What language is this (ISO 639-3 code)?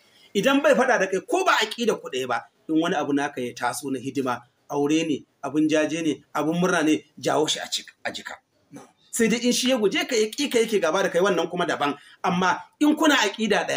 hau